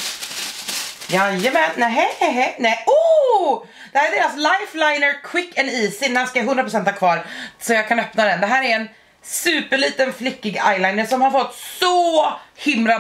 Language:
Swedish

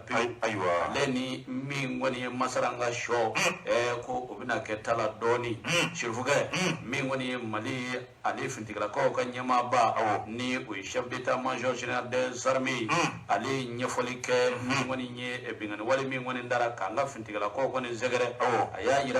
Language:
Bambara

